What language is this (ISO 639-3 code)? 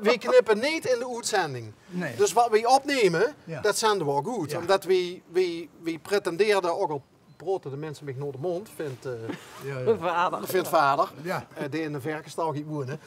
lim